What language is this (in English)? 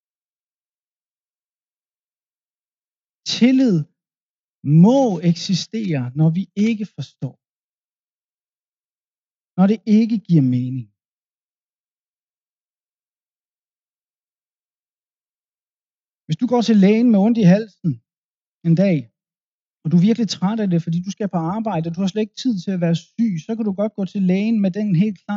Danish